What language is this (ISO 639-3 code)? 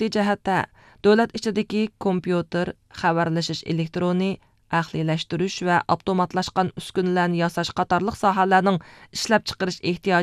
uig